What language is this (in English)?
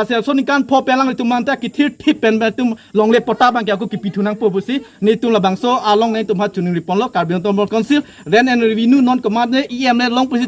Karbi